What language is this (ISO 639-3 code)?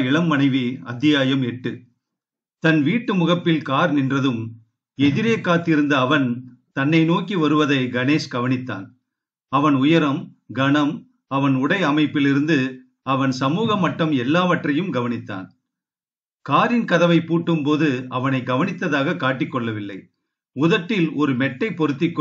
tam